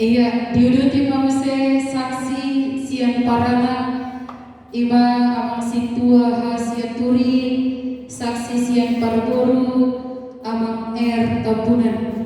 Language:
Batak Toba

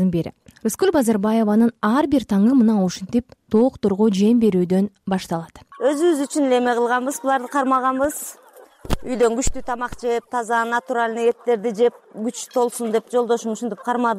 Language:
Kyrgyz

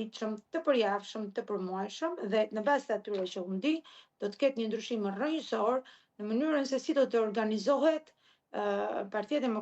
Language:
Albanian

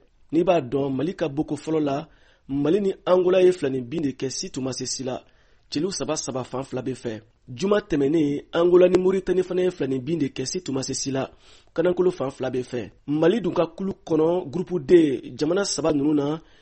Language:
Bambara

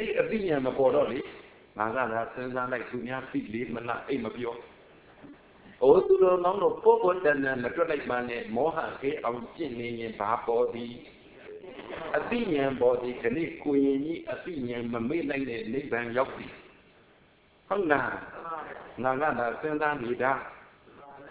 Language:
Burmese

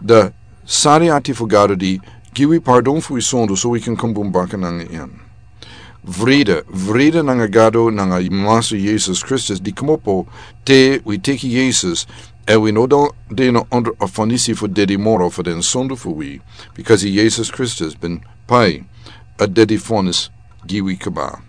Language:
Sranan Tongo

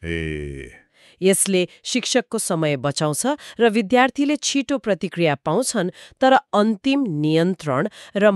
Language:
Nepali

